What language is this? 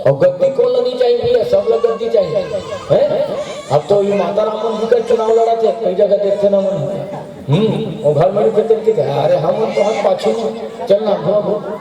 Chhattisgarhi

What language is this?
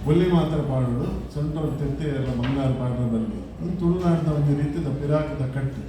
Tulu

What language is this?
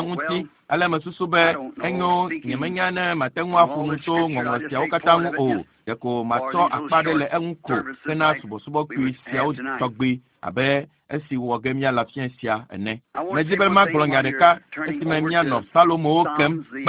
Ewe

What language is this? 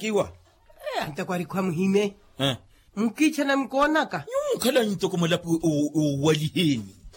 Makhuwa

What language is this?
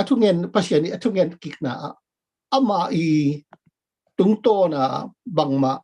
Tedim Chin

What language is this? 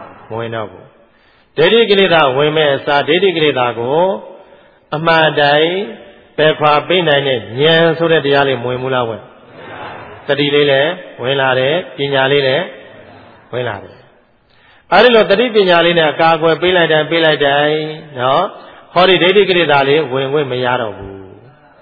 Burmese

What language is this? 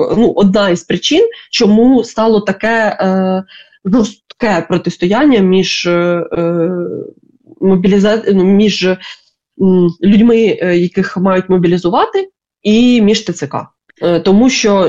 Ukrainian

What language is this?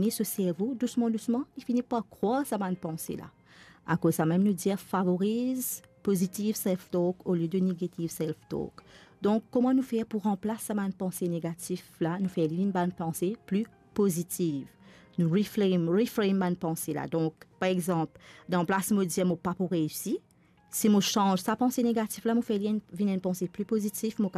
Morisyen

